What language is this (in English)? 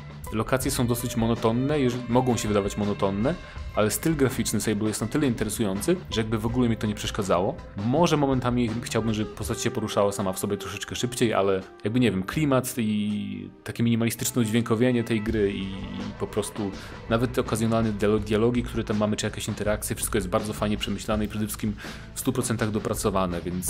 Polish